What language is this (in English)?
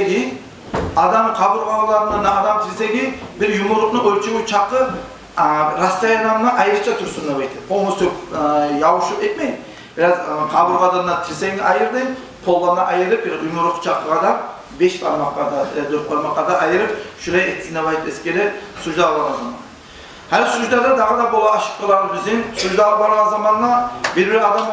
Kumyk